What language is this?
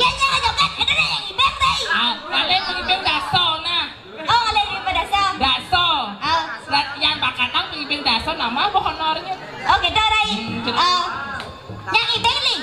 Balinese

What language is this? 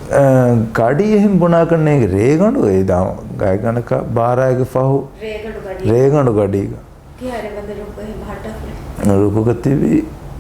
Divehi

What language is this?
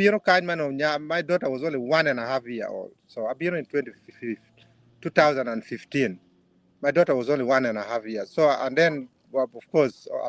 Acoli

